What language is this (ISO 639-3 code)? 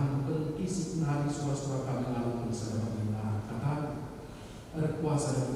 btx